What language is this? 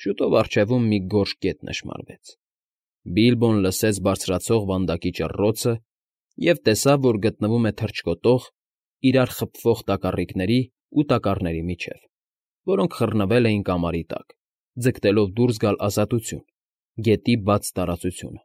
Armenian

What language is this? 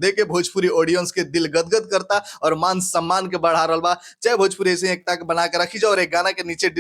Bhojpuri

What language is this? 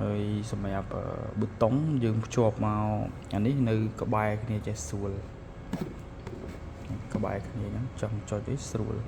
Khmer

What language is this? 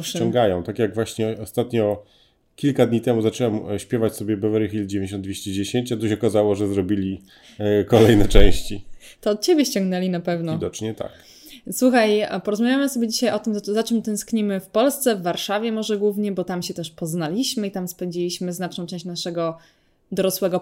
Polish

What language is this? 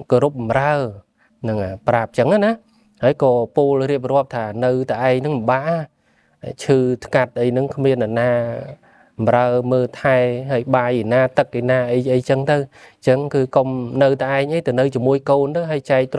Khmer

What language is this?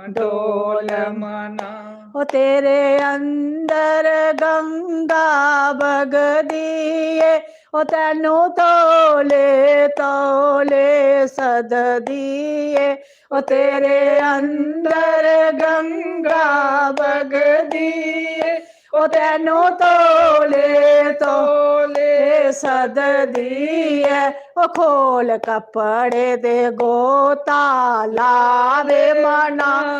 Dogri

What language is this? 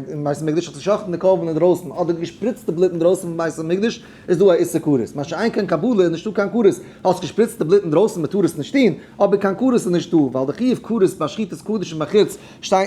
Yiddish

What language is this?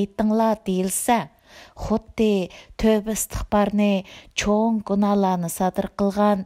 Uyghur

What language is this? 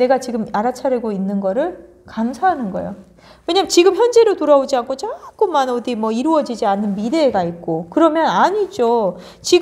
Korean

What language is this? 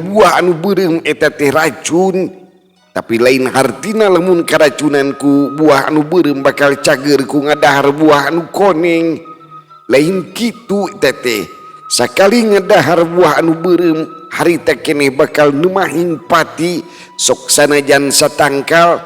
Sundanese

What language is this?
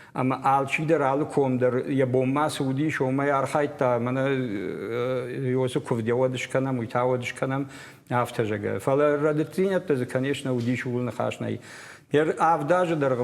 Ossetic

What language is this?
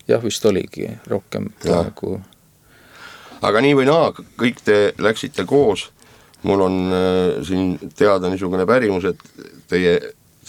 Estonian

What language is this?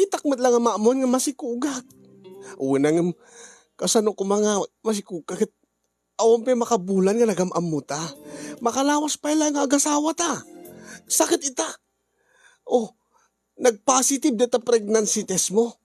Iloko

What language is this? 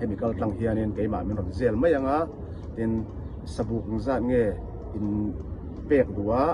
Mizo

